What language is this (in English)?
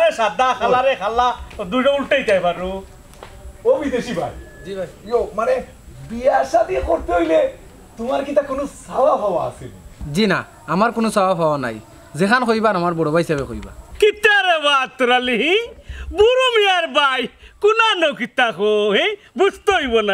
Sylheti